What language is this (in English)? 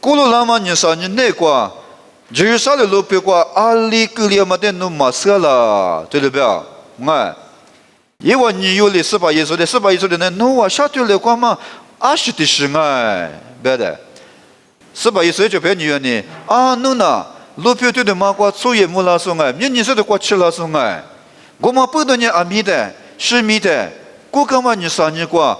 Lisu